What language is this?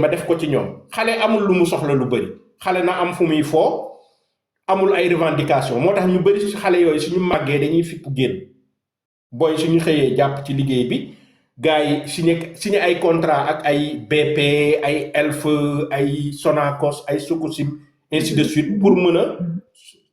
Wolof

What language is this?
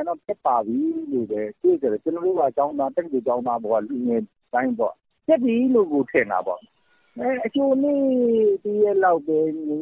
Burmese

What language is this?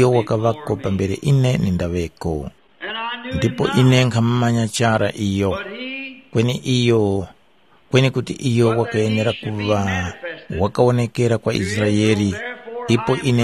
Tumbuka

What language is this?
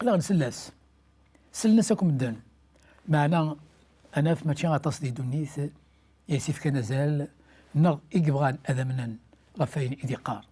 Kabyle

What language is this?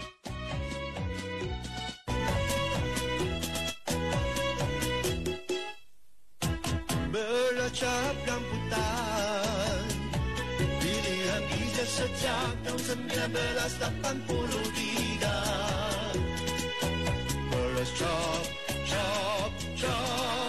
Malay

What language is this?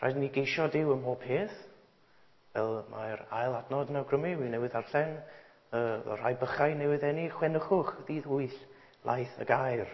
Welsh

